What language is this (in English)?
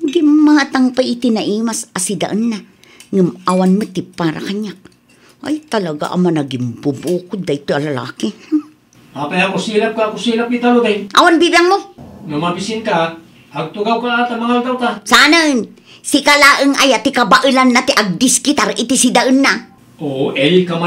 Iloko